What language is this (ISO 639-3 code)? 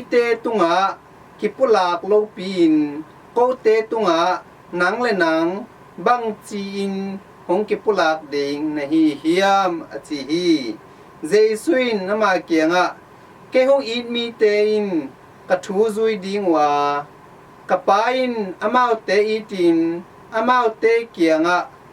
ctd